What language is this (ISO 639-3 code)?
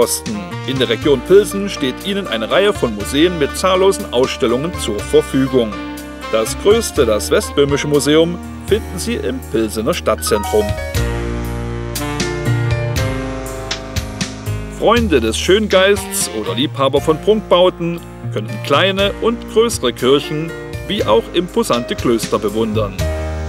deu